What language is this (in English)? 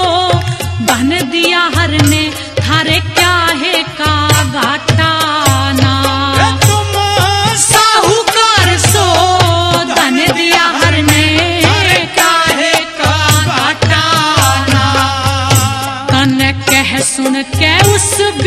Haryanvi